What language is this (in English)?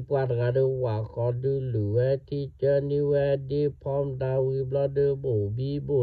S'gaw Karen